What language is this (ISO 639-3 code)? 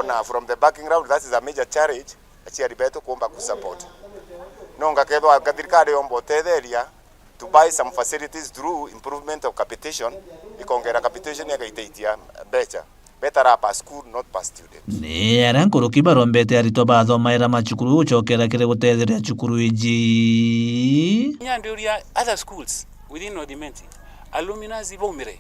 mer